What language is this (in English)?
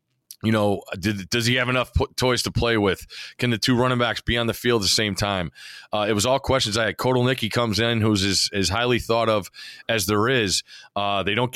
English